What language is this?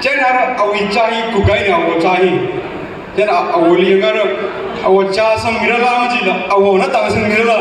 Tangkhul Naga (India)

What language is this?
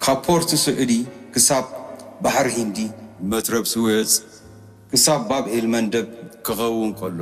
Tigrinya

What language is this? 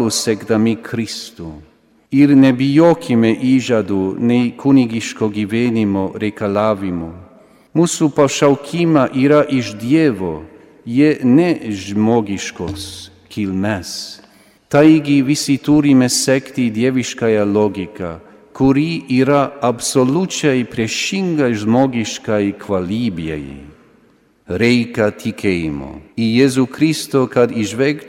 Lithuanian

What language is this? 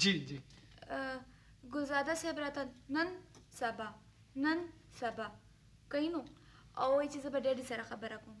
Pashto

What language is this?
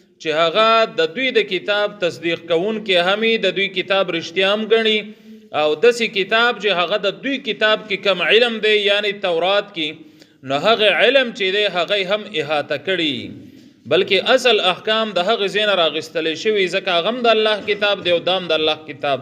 Pashto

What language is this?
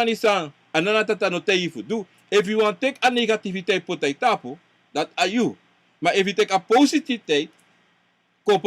Sranan Tongo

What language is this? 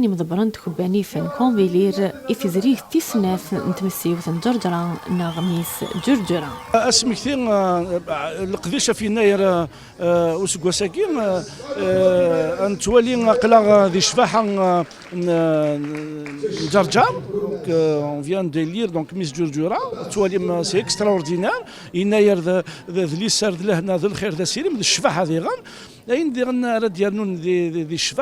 Kabyle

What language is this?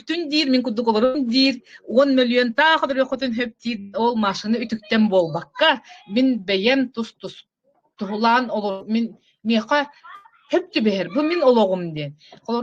Yakut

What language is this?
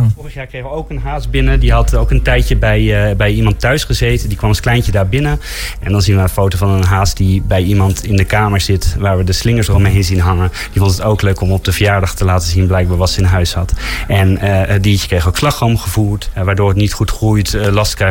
Dutch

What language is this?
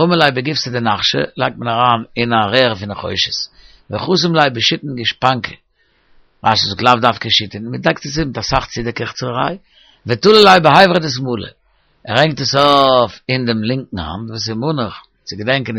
Yiddish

